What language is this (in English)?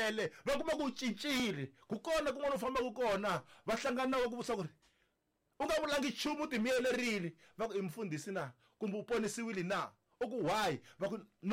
Tsonga